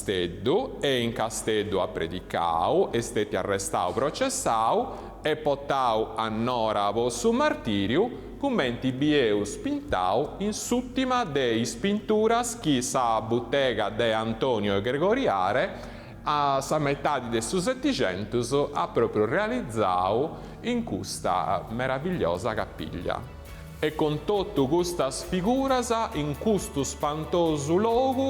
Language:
Sardinian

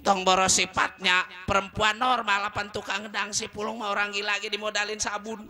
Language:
Betawi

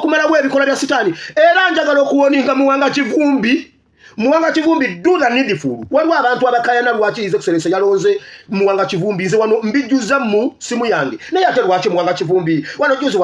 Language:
Ganda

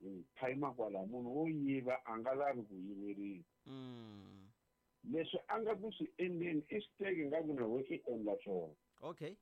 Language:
Tsonga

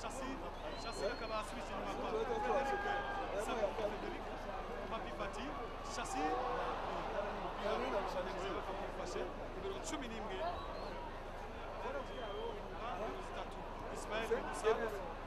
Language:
Kinyarwanda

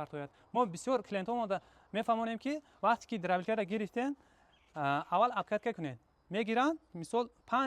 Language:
Tajik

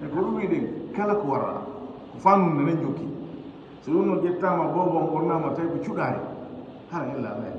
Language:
Fula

